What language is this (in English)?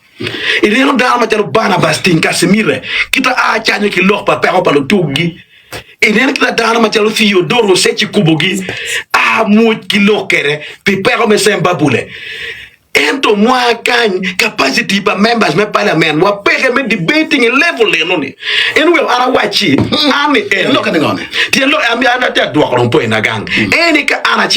Acoli